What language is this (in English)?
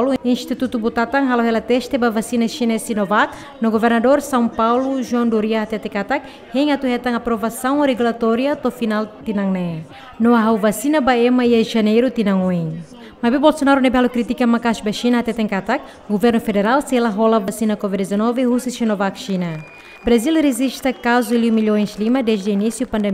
Tetum